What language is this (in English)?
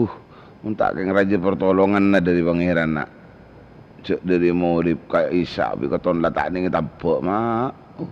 Madurese